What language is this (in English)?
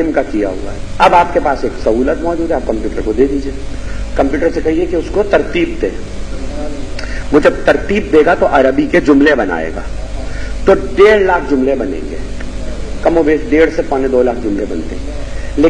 Urdu